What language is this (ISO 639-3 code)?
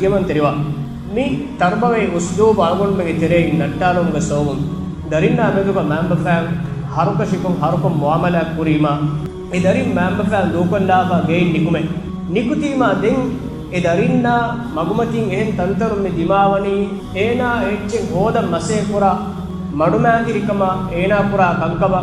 div